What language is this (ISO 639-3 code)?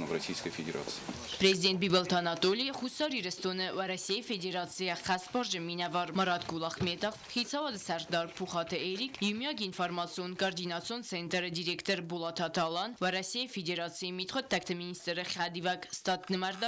oss